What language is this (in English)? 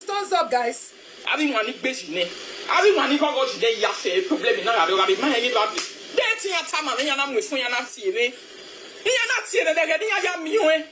Nigerian Pidgin